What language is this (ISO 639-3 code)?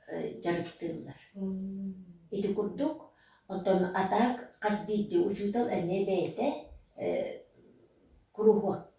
sah